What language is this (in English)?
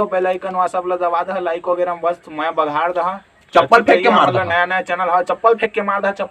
Chhattisgarhi